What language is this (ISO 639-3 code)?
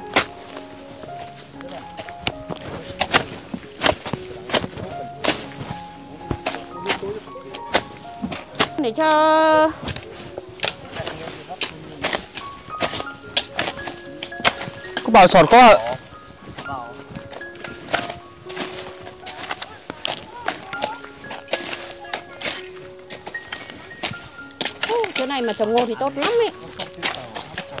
vie